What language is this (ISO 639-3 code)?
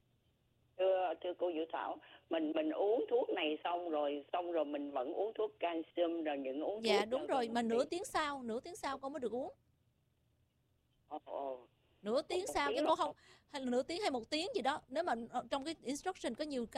vie